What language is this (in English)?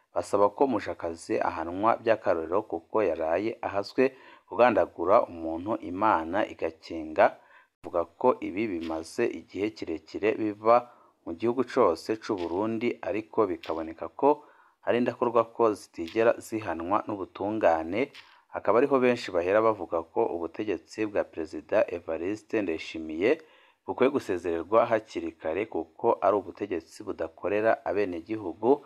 Rundi